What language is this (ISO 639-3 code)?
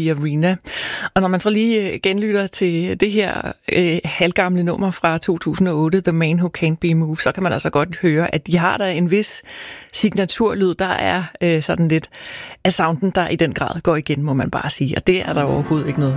dan